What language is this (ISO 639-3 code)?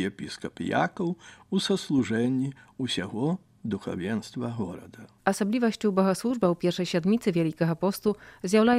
bel